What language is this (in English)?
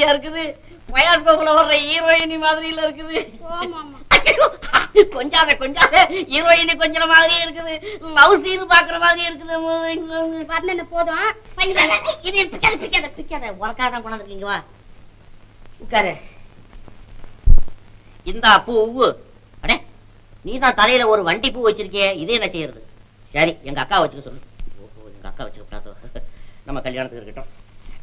Tamil